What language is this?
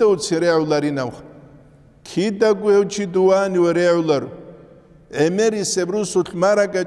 Avaric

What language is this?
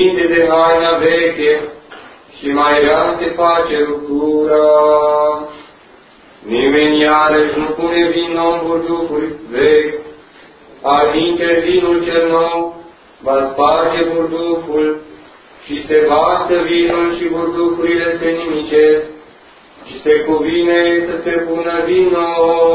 Romanian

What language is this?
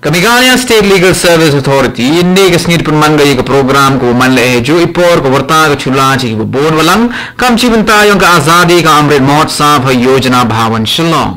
Khasi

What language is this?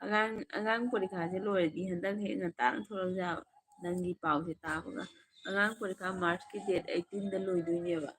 Manipuri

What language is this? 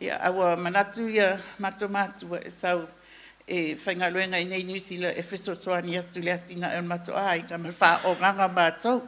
Samoan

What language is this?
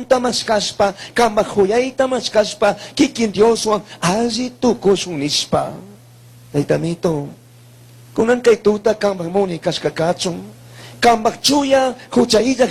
Chimborazo Highland Quichua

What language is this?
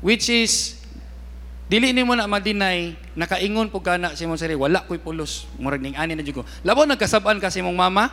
Cebuano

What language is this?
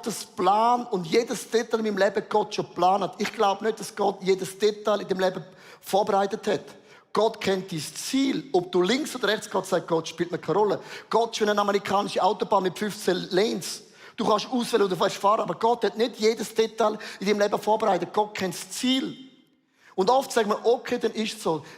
Swiss German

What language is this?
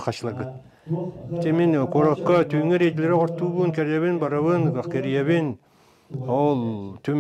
Yakut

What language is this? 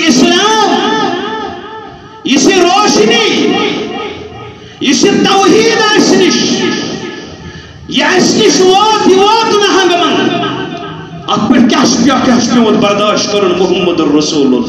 Kashmiri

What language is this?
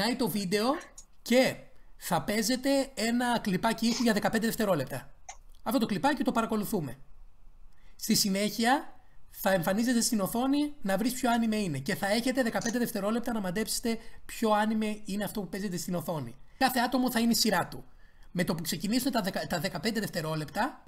Greek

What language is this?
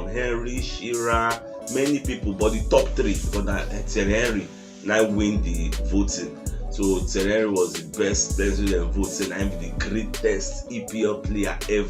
Nigerian Pidgin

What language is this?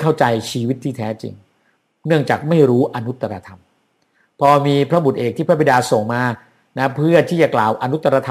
Thai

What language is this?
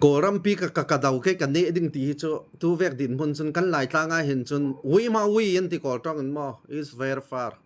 Falam Chin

